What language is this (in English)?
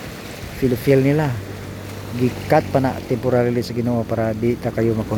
Cebuano